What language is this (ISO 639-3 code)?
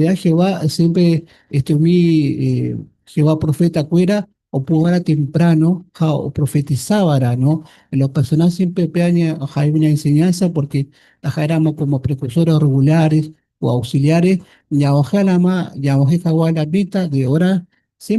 grn